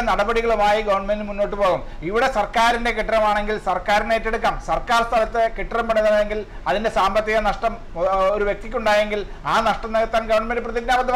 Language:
Malayalam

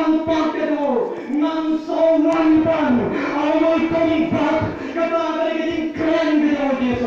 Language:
Khasi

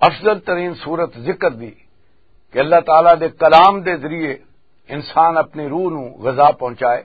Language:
Western Panjabi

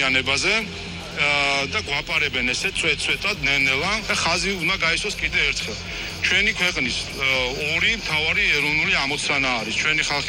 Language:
Georgian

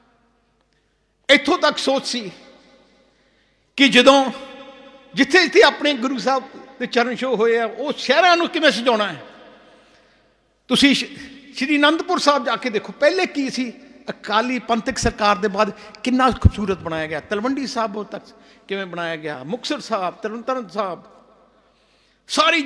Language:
Punjabi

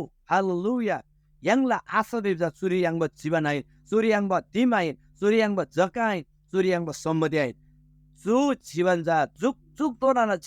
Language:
Eastern Tamang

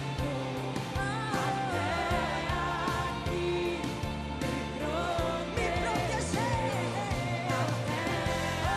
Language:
Portuguese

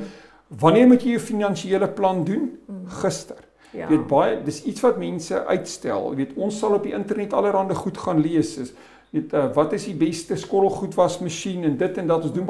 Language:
Afrikaans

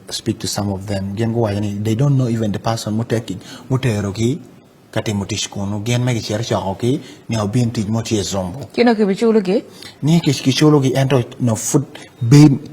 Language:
Acoli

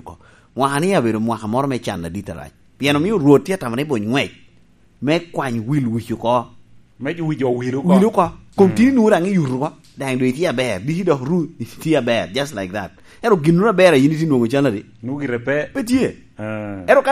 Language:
Lango (Uganda)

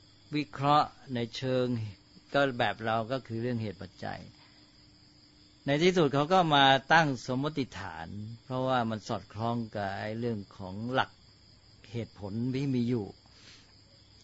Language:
Thai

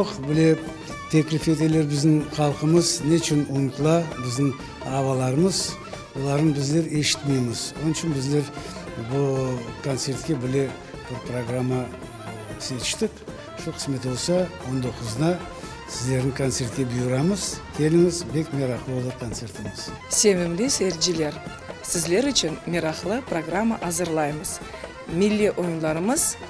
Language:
Crimean Tatar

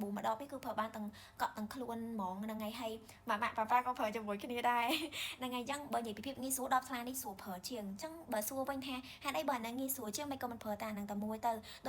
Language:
Khmer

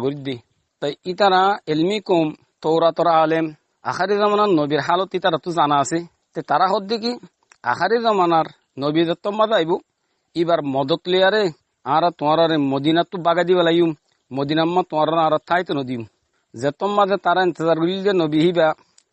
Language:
Rohingya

